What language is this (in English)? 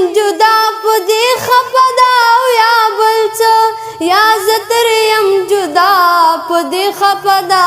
Pashto